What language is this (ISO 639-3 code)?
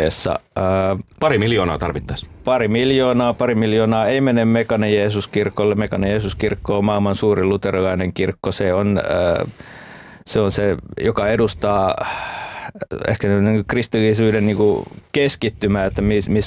fin